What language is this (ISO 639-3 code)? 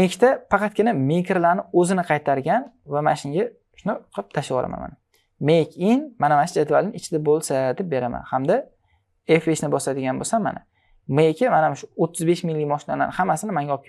uzb